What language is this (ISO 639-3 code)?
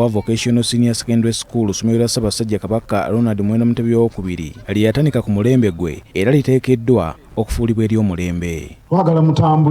lug